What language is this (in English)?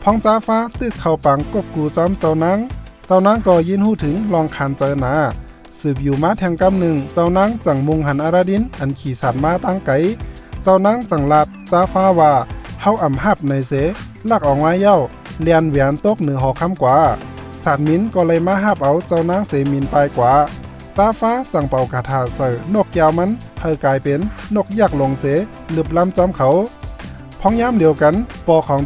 Shan